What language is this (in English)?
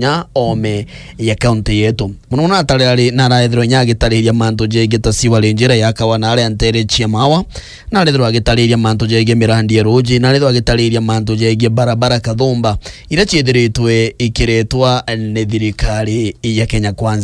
Meru